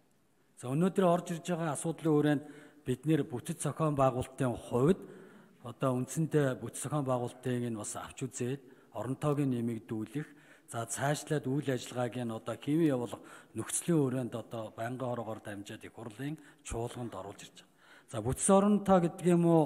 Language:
Mongolian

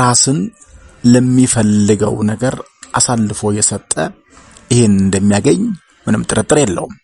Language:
Amharic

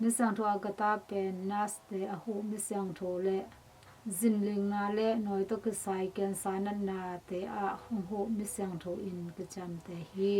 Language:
Tedim Chin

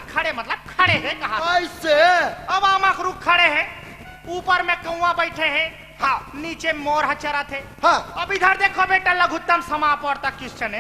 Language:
Chhattisgarhi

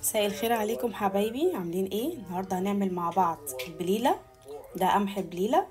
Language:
Egyptian Arabic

